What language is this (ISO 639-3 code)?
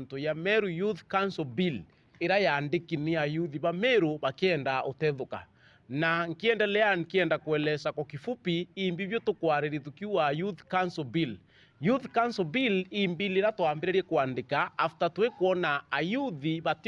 mer